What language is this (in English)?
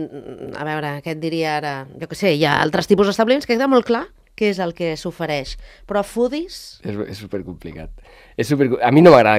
Catalan